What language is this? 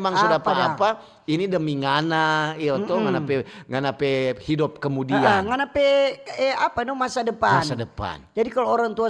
Manado Malay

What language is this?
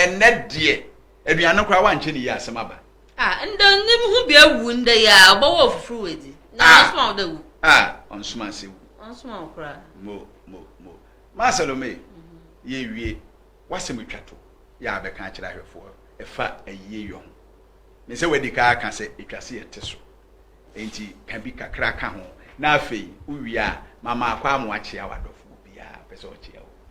Akan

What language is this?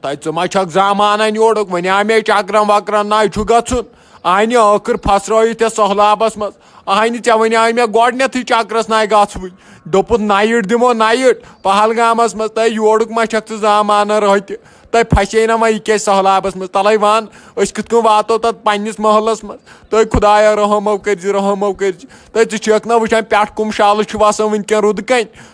Kashmiri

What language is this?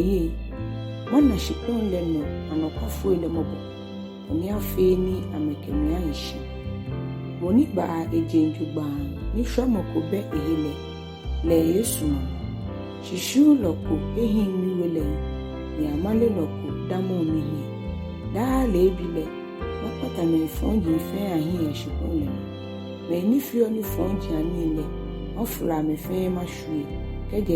Ga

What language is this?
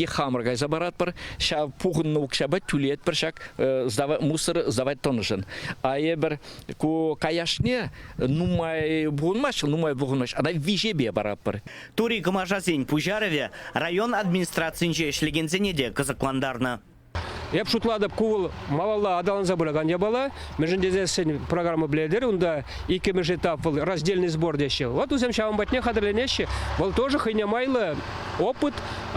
Chuvash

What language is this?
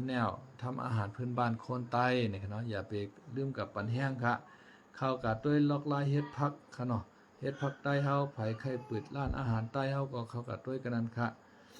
Shan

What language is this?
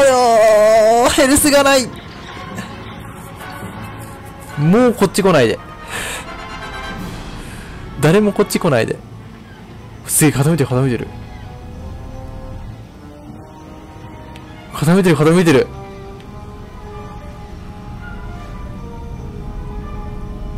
Japanese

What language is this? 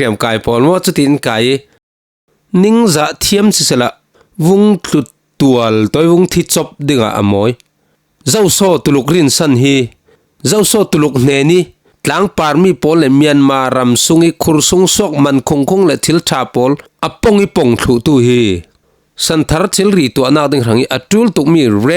Falam Chin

